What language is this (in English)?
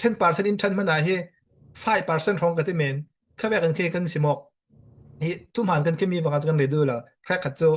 Falam Chin